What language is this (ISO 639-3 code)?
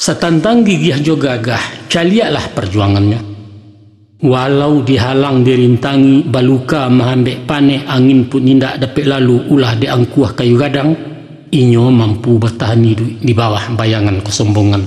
min